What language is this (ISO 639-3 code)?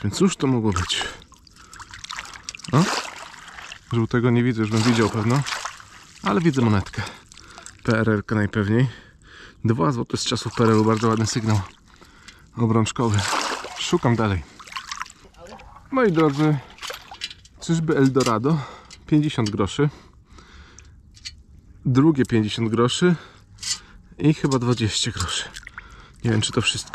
pol